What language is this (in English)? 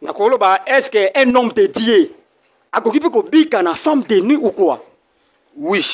Lingala